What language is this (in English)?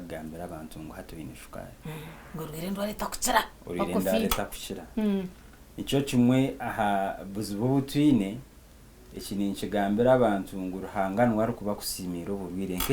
Nyankole